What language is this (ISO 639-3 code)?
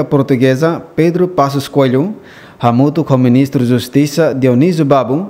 tet